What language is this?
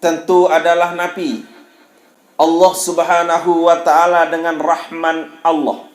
Sasak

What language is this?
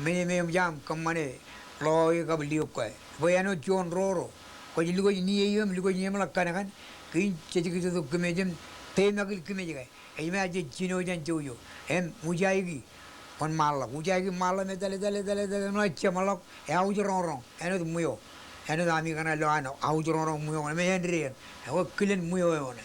Marshallese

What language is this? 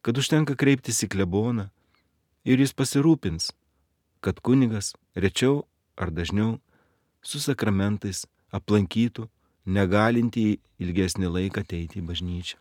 Lithuanian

